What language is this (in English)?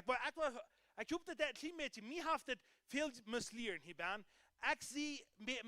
Plautdietsch